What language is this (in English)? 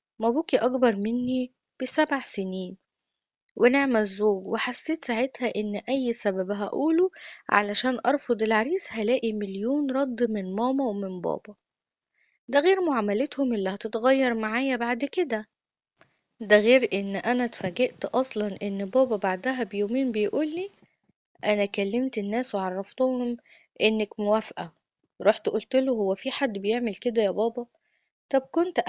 Egyptian Arabic